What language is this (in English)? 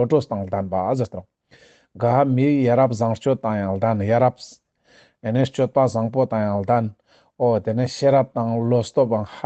Ladakhi